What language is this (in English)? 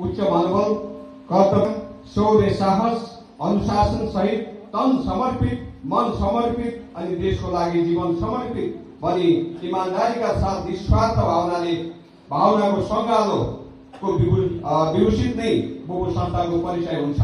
Nepali